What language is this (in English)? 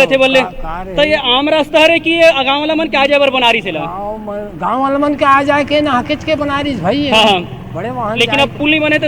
Chhattisgarhi